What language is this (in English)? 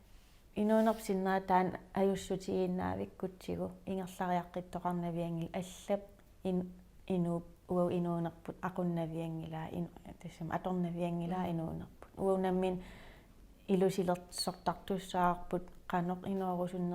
Kalaallisut